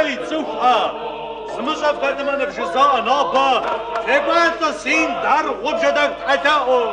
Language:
Kabardian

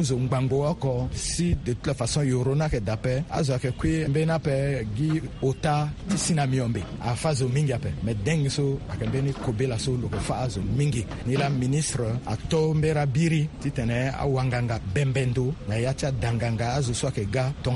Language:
Sango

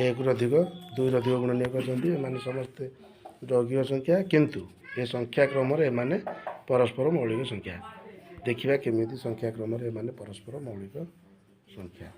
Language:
Odia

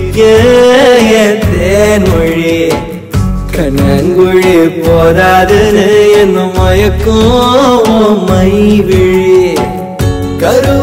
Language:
Tamil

